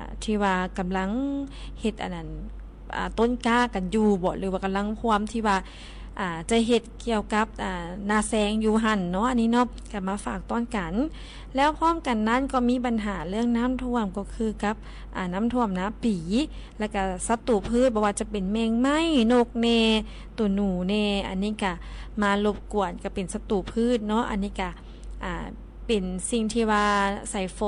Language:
Lao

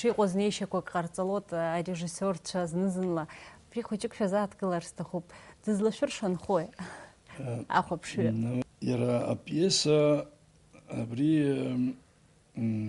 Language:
Abkhazian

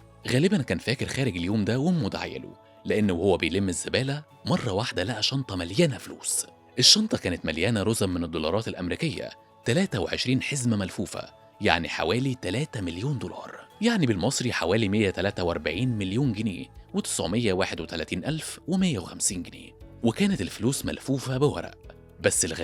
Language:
Egyptian Arabic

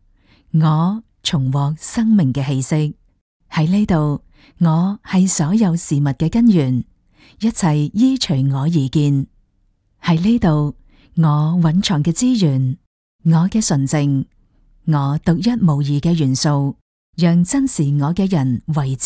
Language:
Cantonese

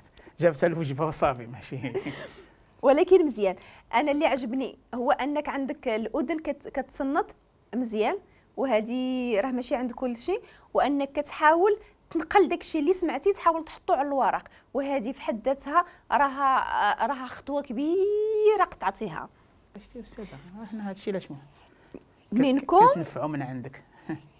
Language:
Moroccan Arabic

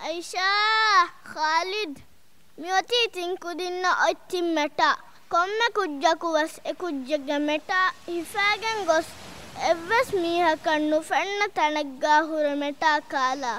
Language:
Divehi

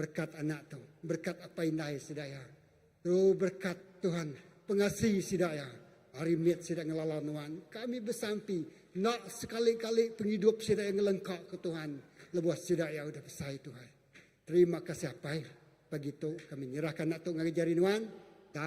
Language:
Iban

